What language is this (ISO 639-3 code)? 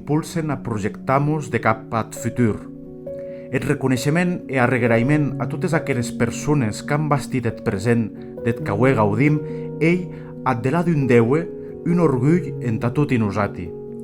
oci